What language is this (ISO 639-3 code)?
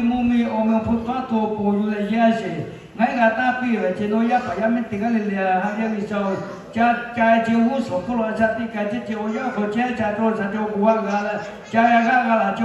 lhu